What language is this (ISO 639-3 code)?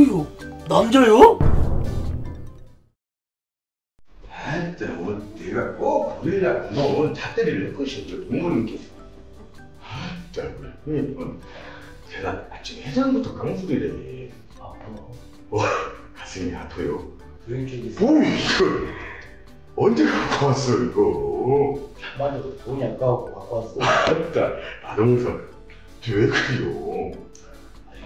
kor